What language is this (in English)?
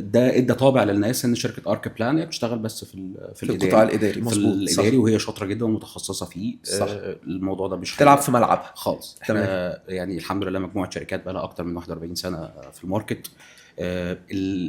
Egyptian Arabic